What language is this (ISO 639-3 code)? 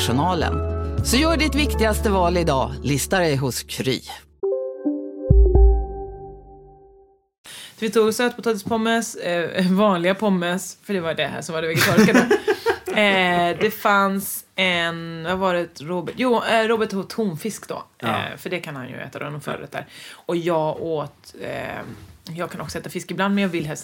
swe